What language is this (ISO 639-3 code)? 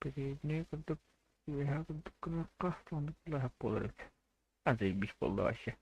sah